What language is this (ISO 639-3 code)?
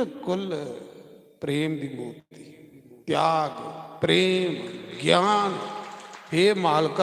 doi